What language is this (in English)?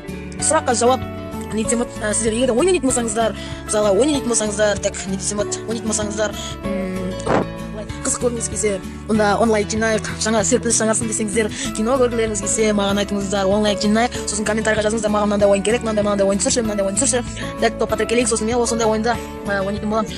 Kazakh